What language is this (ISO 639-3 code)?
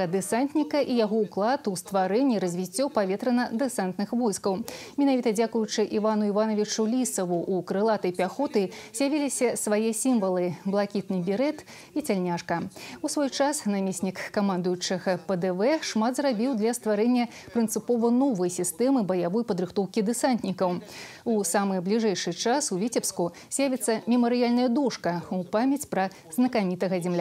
bel